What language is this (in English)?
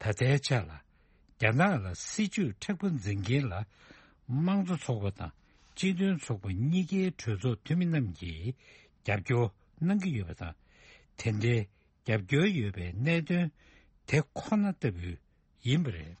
Tibetan